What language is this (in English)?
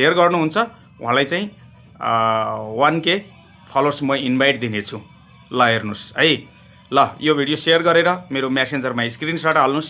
Nepali